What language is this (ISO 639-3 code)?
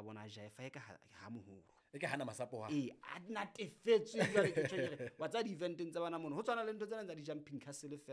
sot